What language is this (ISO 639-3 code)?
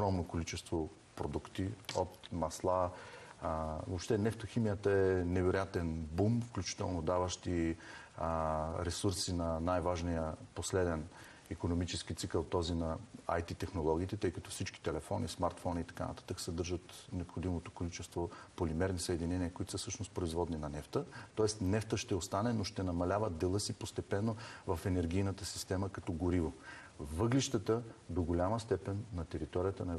bul